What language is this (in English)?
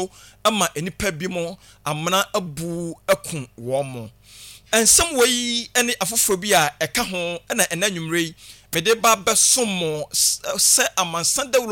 Akan